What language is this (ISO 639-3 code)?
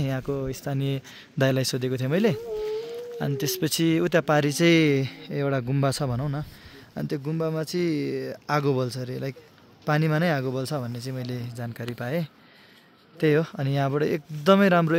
nep